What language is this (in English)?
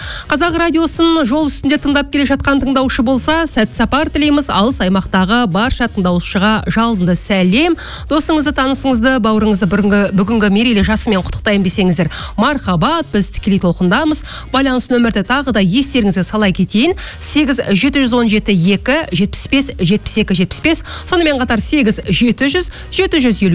Kazakh